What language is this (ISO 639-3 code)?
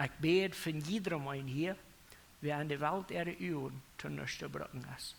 pdt